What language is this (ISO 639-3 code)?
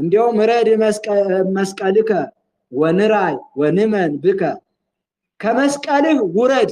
amh